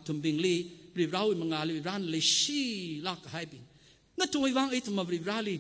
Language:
Tangkhul Naga (India)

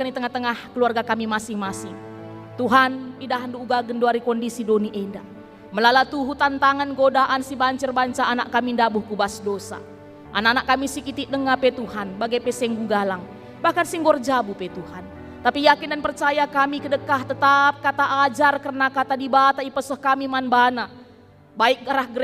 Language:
Batak Karo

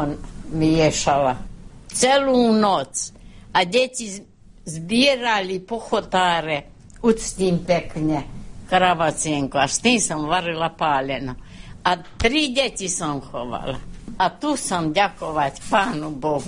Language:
Slovak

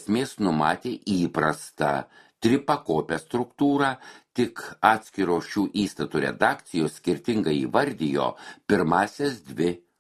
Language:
Lithuanian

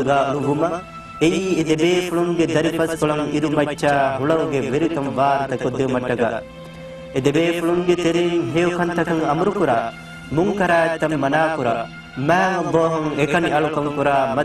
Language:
Divehi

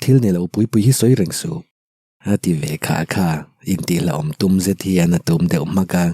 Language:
Mizo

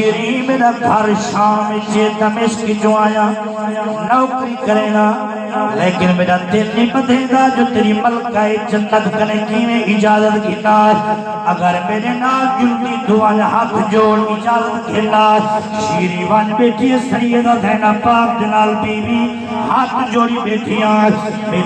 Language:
Saraiki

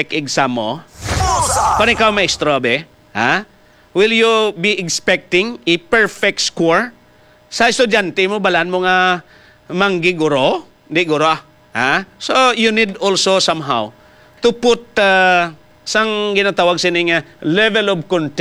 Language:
Hiligaynon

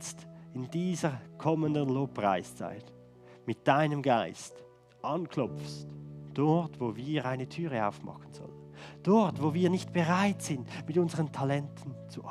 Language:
Swiss German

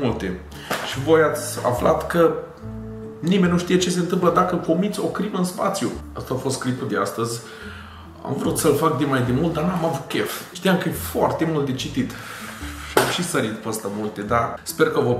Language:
Romanian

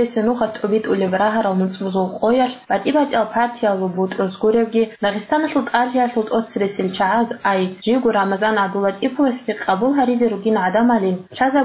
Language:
Avaric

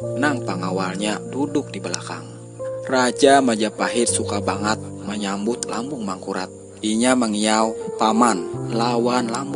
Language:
Banjar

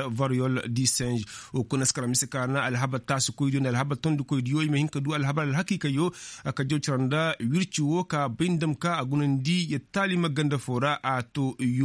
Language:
Koyraboro Senni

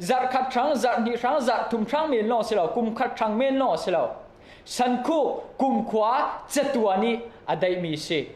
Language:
Falam Chin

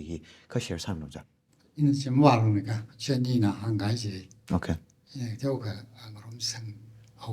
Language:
Tangkhul Naga (India)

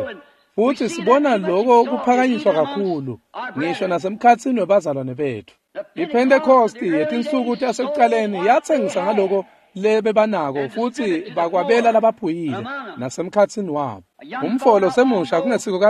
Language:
Swati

